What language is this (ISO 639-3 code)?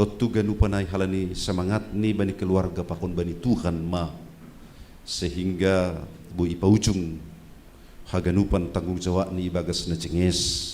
bts